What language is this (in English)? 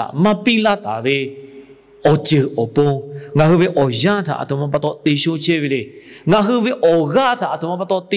Lahu